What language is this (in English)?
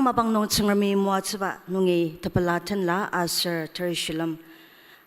Ao Naga